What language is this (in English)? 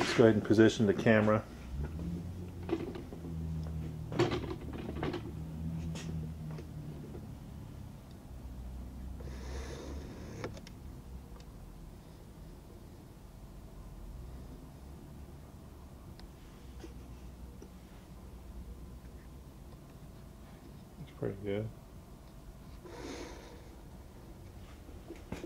English